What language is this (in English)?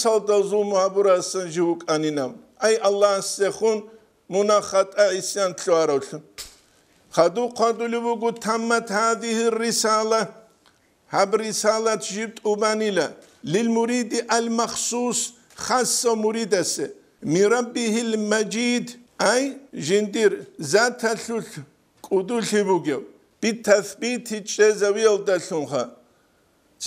Avaric